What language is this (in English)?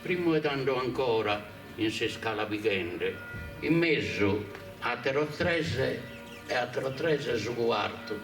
Sardinian